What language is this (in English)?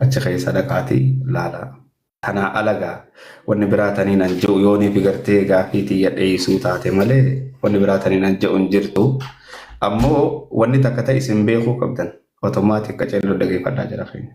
Oromo